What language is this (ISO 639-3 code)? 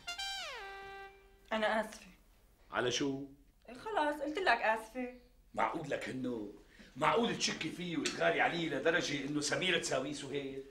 apc